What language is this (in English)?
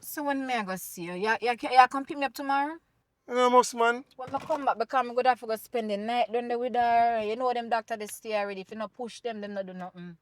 Jamaican Creole English